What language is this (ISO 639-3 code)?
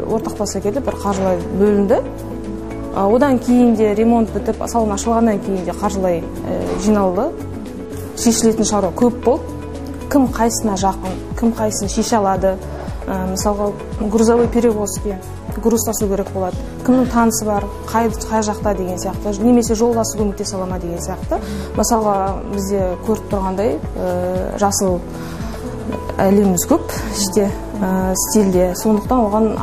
kaz